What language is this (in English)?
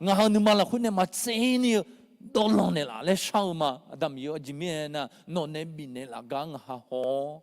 Akha